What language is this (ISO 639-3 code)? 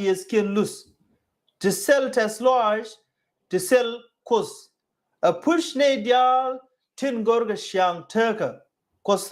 nus